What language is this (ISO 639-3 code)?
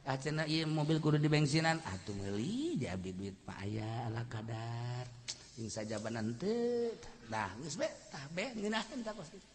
sun